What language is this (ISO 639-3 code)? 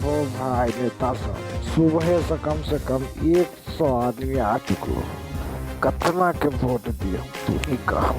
mai